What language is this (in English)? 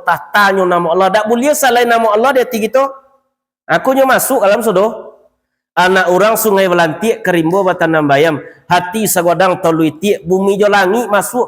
Minangkabau